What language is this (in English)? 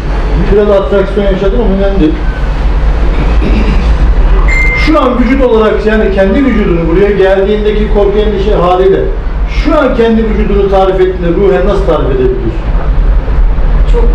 Turkish